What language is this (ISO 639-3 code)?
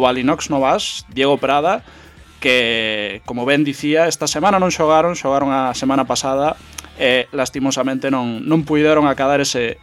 glg